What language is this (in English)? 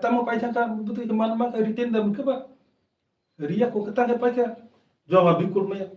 Kok Borok